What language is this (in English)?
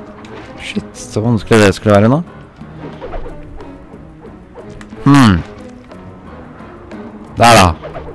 Norwegian